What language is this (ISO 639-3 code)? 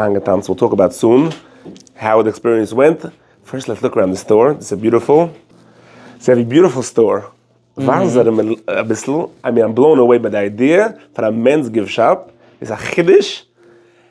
yid